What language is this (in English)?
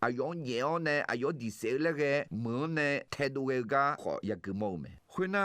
Akha